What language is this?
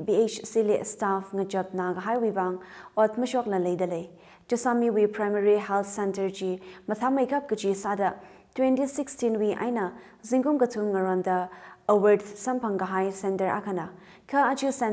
Tangkhul Naga (India)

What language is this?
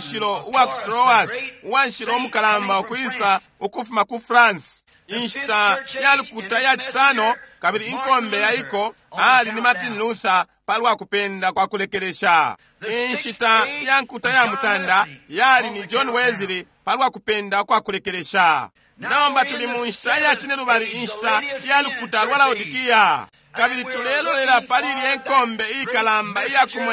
Bemba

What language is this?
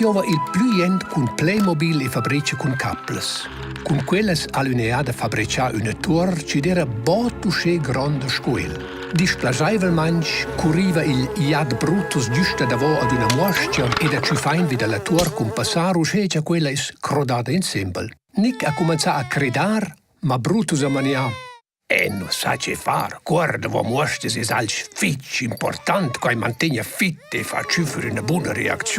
Romansh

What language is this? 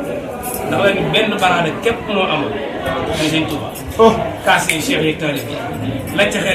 Wolof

